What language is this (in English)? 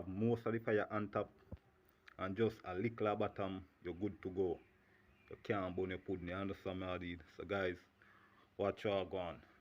Jamaican Creole English